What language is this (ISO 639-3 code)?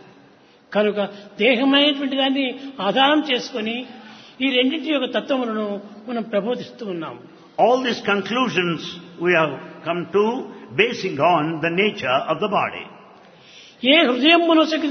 tel